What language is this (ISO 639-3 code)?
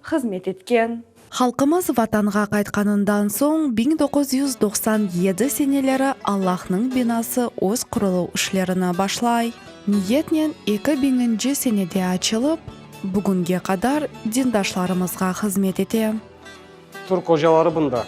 crh